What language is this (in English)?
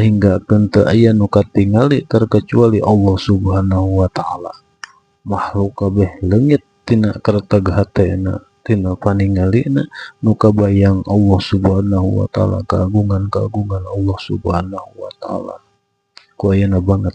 Sundanese